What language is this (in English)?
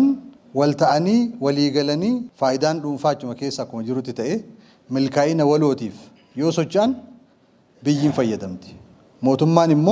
Oromo